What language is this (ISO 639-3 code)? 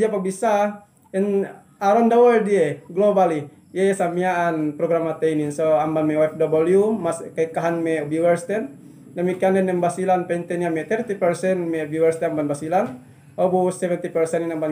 yka